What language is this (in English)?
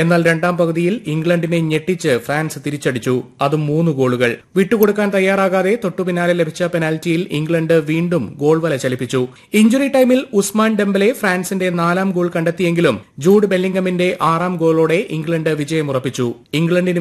Malayalam